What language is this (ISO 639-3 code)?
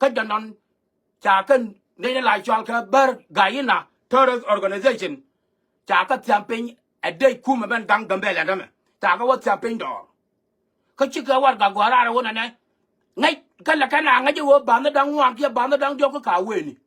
nus